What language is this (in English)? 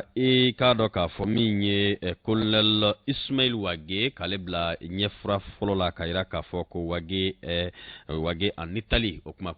Bambara